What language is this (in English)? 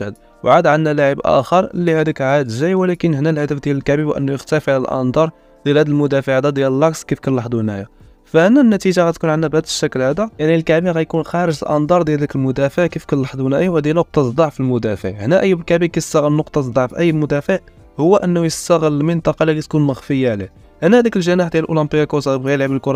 Moroccan Arabic